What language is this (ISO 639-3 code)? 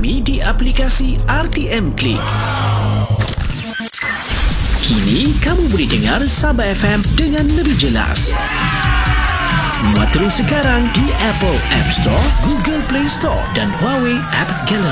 msa